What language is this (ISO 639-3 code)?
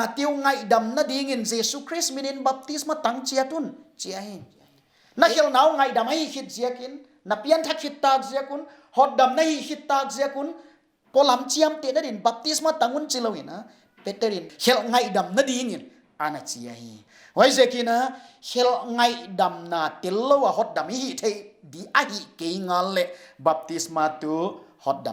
pck